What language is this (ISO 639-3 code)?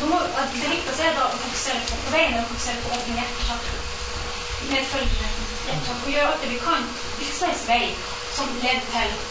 nor